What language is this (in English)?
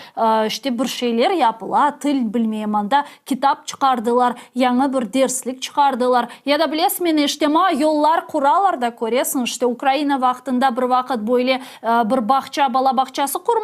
Crimean Tatar